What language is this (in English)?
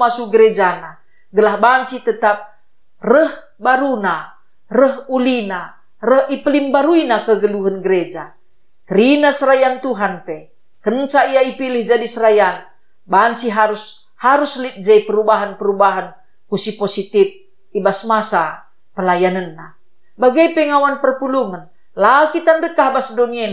Batak Karo